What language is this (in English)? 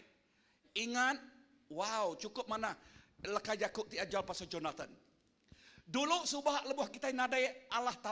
Iban